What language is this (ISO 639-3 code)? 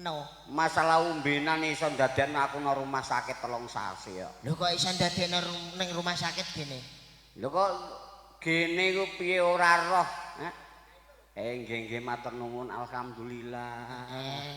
jav